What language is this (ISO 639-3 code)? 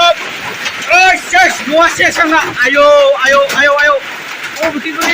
brx